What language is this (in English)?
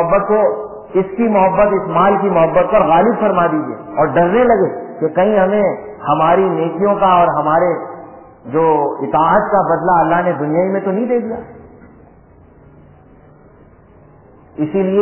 Urdu